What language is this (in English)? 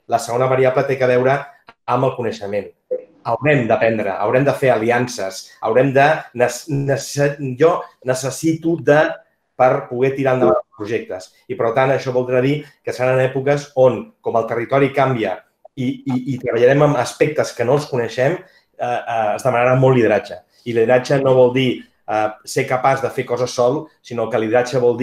Catalan